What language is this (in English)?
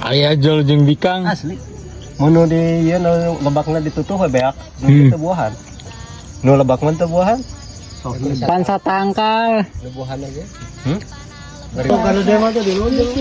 Sundanese